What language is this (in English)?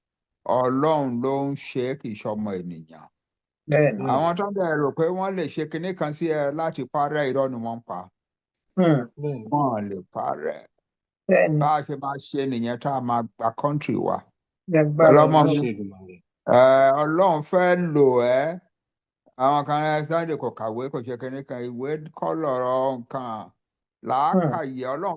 Yoruba